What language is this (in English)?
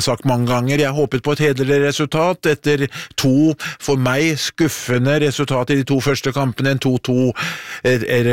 Norwegian